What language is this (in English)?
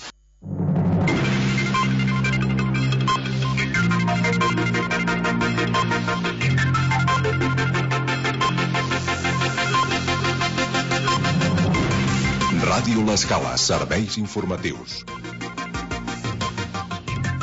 Catalan